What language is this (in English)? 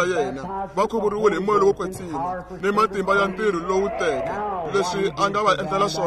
Tsonga